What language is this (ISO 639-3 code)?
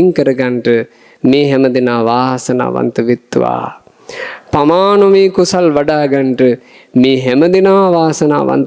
sin